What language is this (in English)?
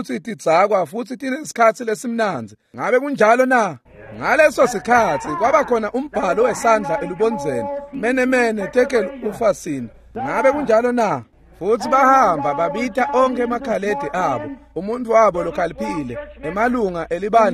Swati